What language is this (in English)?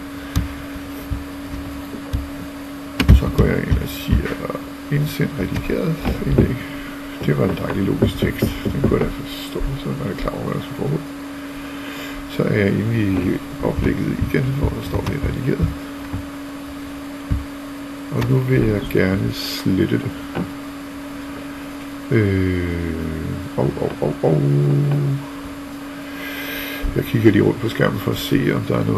Danish